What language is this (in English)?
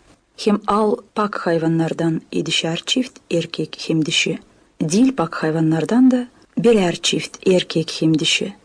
Gagauz